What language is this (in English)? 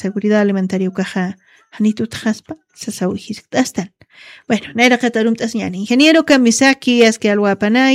Aymara